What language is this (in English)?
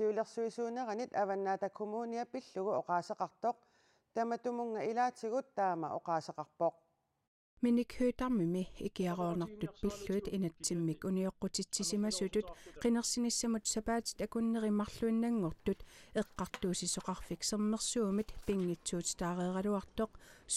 Kalaallisut